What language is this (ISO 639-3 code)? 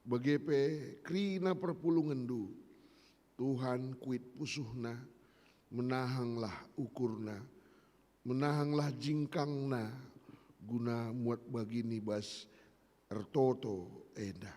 btx